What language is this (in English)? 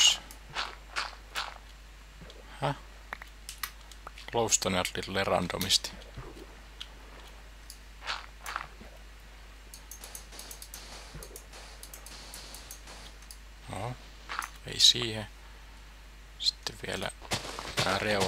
Finnish